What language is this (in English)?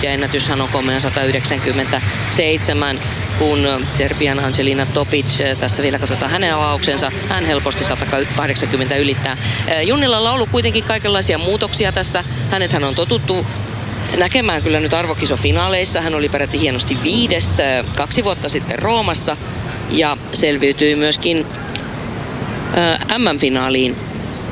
Finnish